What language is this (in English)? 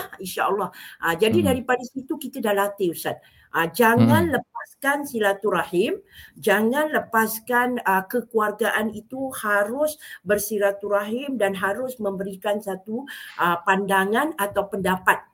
Malay